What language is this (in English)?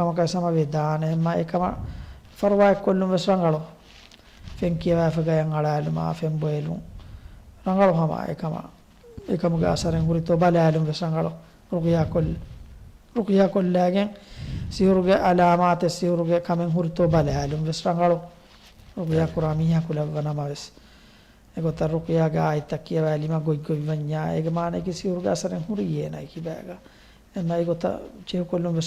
Divehi